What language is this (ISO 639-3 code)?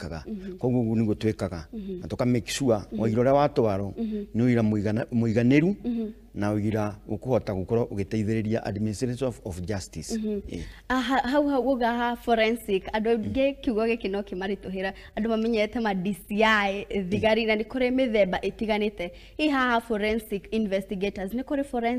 kik